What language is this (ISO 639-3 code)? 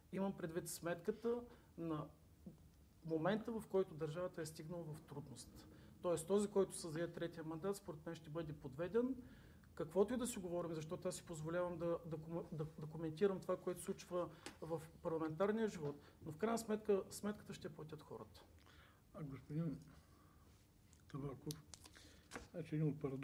bul